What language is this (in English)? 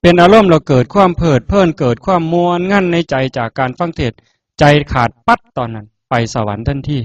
Northeastern Thai